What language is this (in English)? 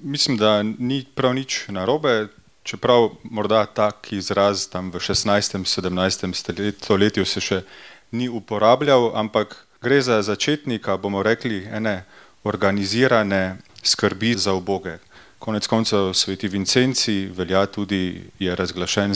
Slovenian